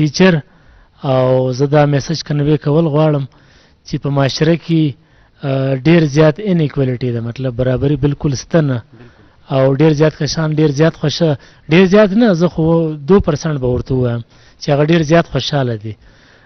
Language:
Eastern Balochi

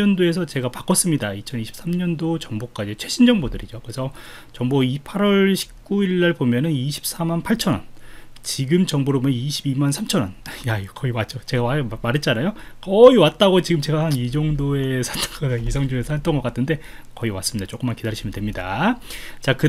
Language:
Korean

